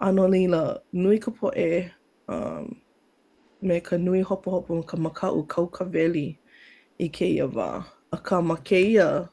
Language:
Hawaiian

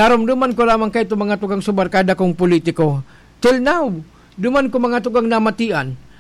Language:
Bikol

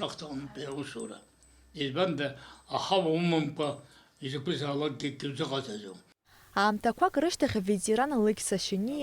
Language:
Abkhazian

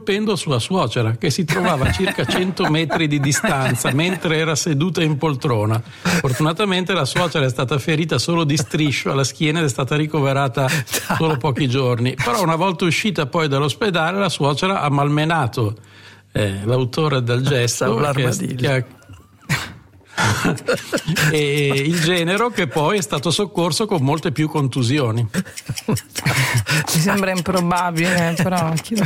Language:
Italian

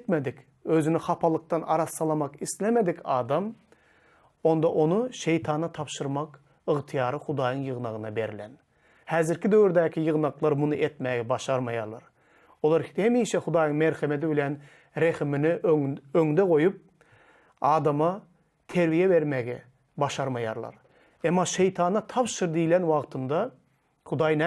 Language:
Turkmen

